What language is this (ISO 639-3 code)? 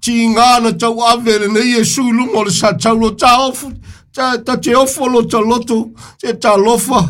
smo